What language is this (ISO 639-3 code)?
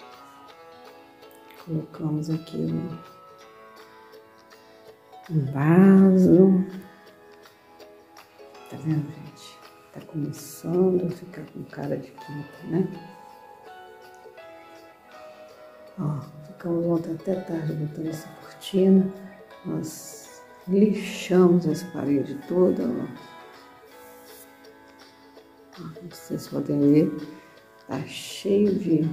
por